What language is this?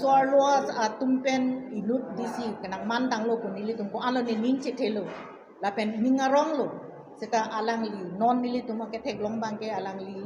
Karbi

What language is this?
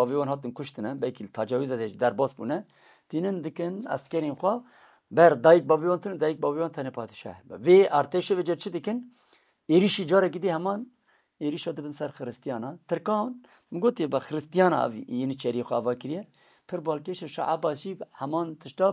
Kurdish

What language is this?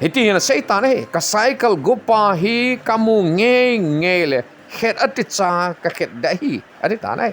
Thado Chin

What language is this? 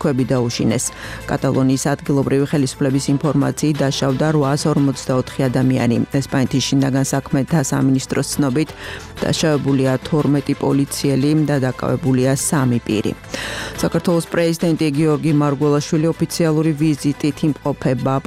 Georgian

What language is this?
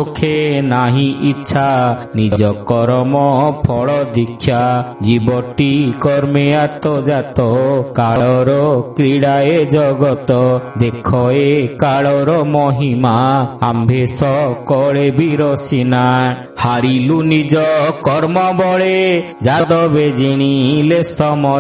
Odia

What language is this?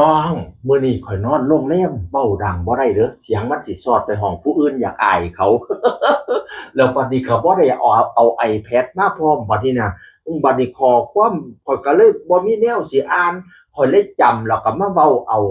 Northeastern Thai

